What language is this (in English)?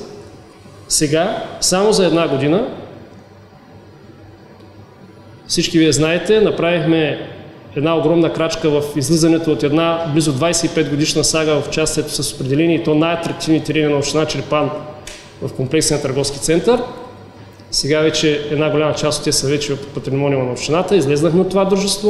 Bulgarian